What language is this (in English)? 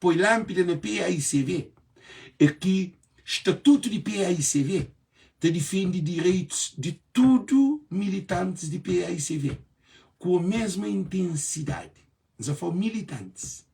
Kabuverdianu